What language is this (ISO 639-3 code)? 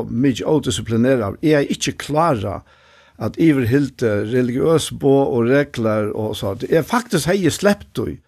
fao